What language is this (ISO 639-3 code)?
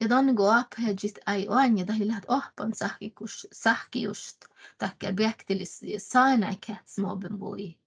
sme